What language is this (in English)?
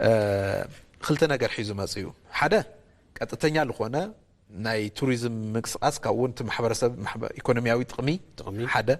Tigrinya